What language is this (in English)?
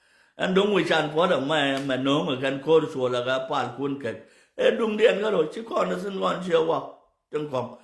Nuer